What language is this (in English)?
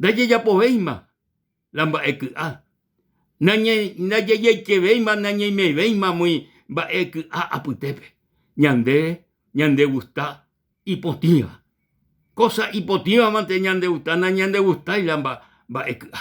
Guarani